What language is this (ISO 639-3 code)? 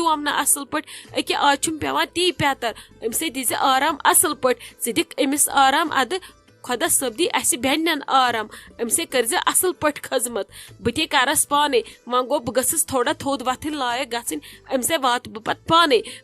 kas